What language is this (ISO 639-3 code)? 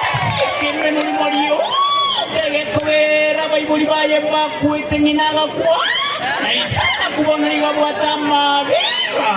guz